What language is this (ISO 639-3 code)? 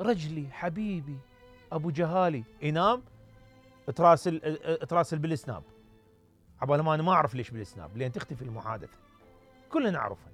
acm